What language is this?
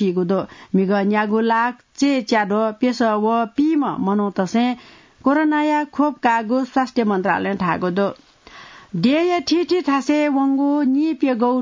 Newari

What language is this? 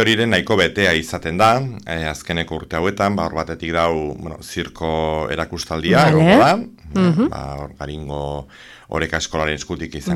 Basque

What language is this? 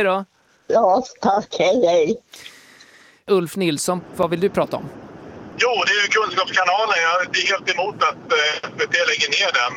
Swedish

